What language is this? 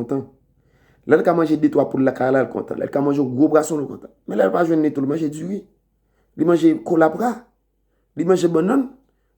Haitian Creole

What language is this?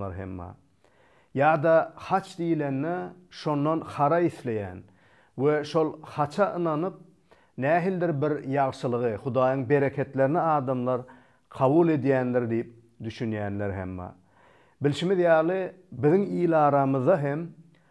Turkmen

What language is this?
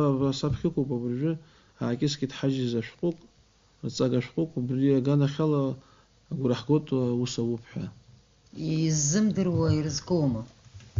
Abkhazian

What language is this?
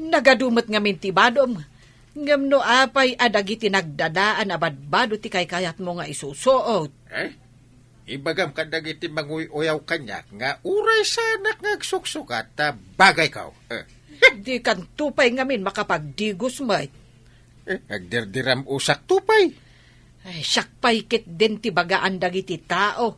Iloko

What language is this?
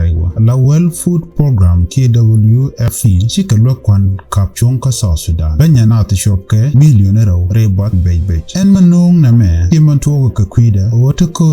Nuer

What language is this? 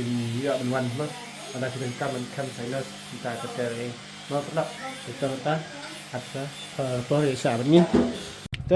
Khasi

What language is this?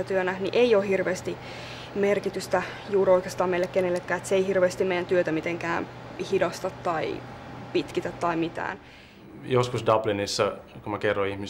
Finnish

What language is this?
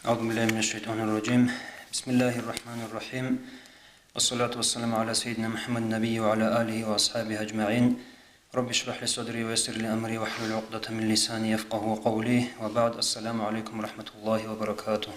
Avaric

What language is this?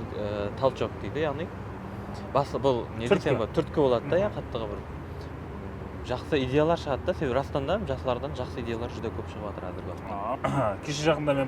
Kara-Kalpak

